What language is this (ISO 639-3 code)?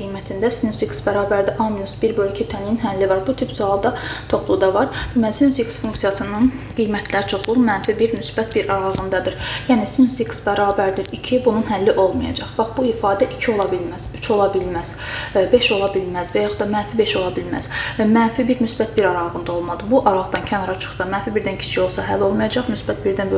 aze